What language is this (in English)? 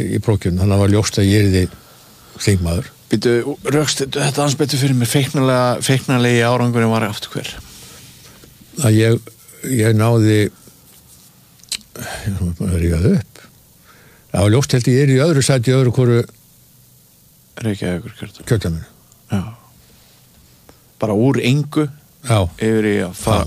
Icelandic